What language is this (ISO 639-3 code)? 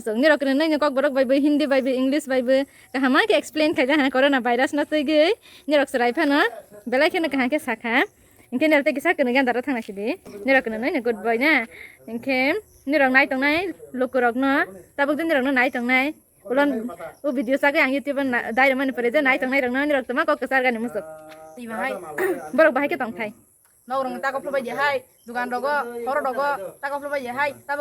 trp